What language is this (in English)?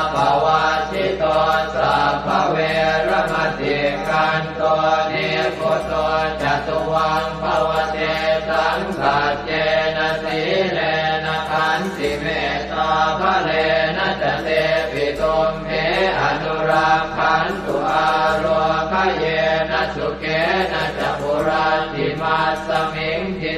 Pali